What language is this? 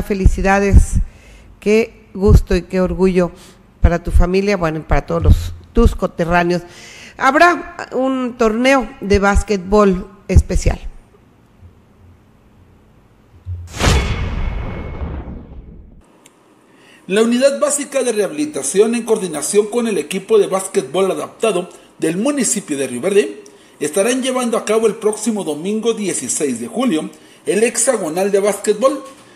Spanish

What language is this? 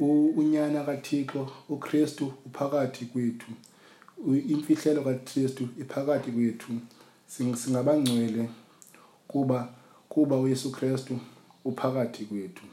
Xhosa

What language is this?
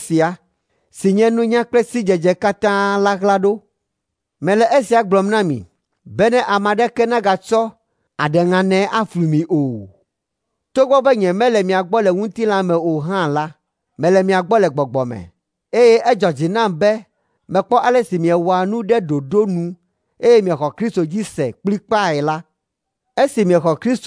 Ewe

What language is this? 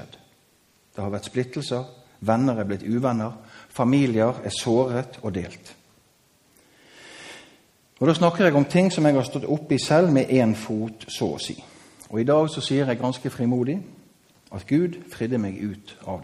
Norwegian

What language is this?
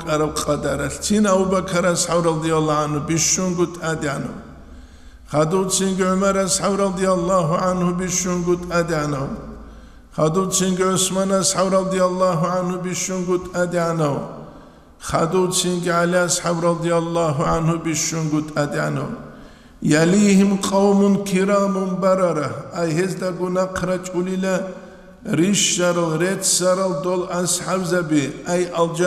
Avaric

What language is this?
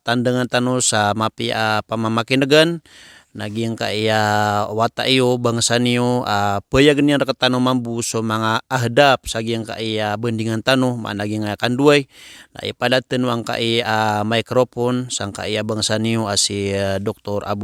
Maranao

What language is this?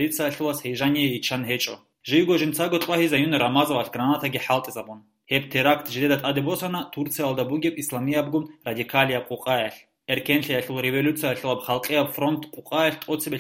Avaric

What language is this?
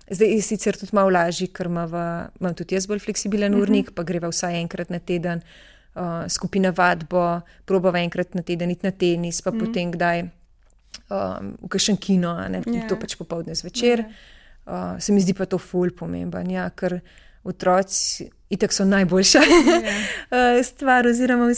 Slovenian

